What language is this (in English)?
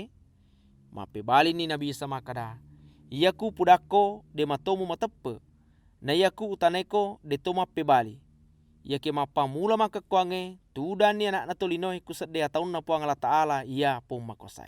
Buginese